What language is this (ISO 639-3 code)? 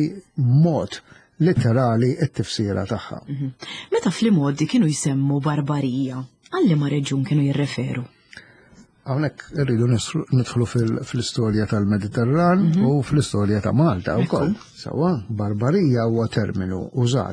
mlt